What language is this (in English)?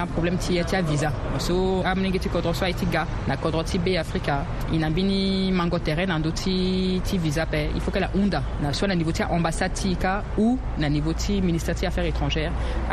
Sango